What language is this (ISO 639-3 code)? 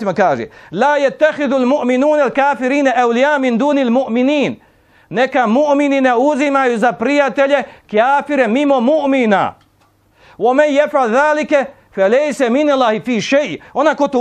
bos